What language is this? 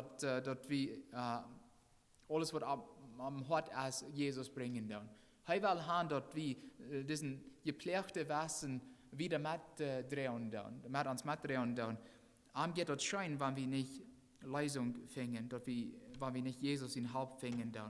Plautdietsch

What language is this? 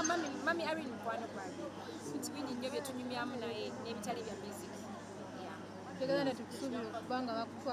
Ganda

